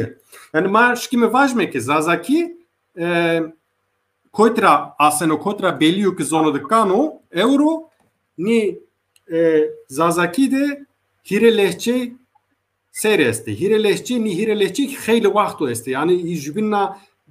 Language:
Zaza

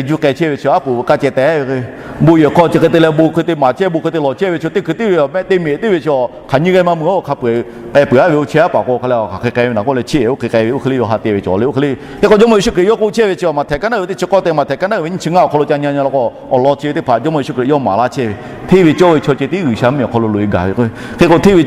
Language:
Lahu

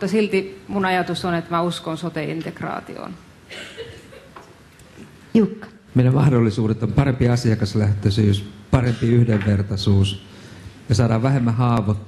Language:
Finnish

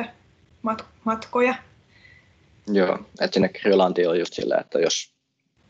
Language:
Finnish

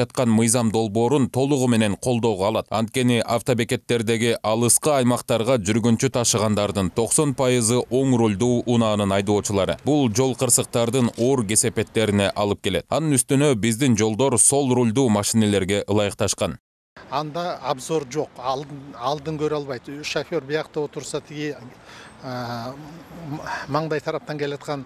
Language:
Kyrgyz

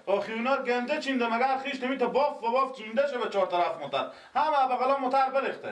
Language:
Persian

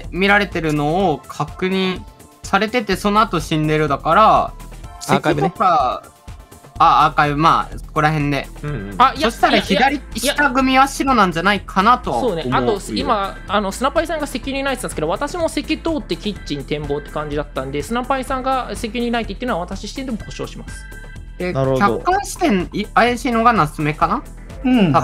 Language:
Japanese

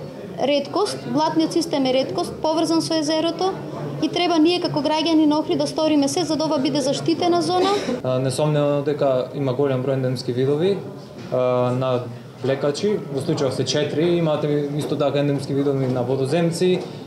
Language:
Macedonian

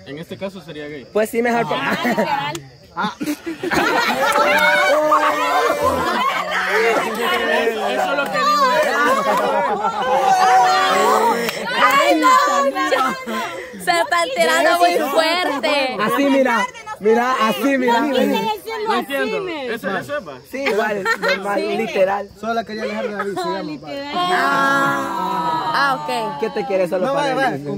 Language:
Spanish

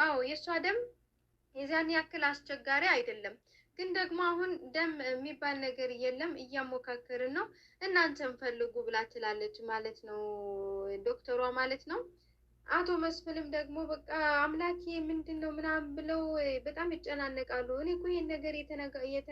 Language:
Amharic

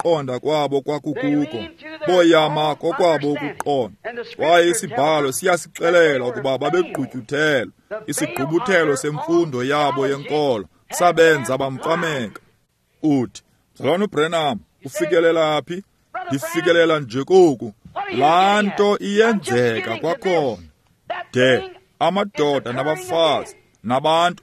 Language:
Xhosa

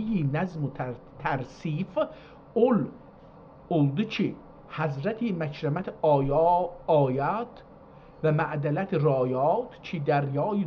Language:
South Azerbaijani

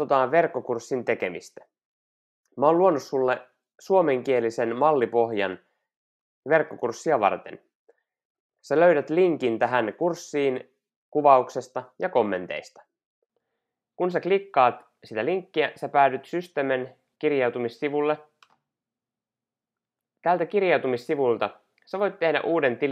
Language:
Finnish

